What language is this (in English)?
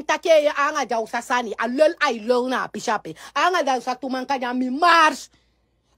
Sranan Tongo